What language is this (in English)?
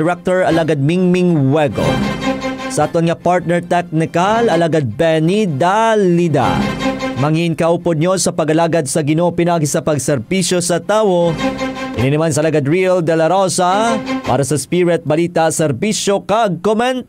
Hiligaynon